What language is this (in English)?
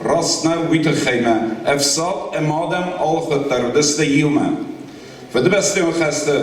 Ossetic